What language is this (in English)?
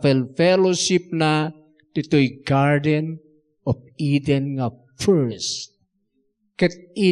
Iloko